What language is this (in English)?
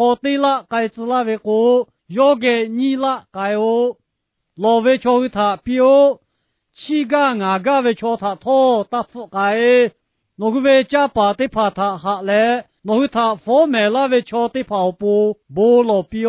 Lahu